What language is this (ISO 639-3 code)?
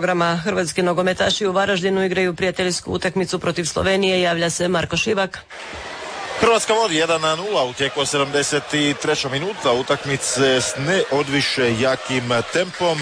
hrv